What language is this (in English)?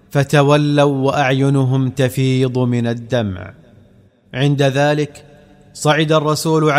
Arabic